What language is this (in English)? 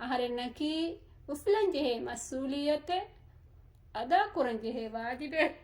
Divehi